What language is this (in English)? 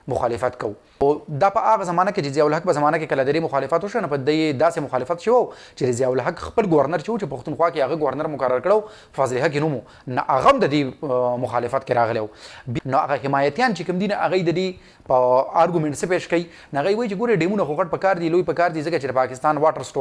Pashto